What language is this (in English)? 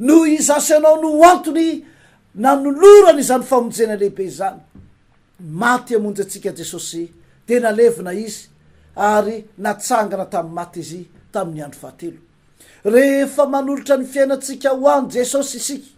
Malagasy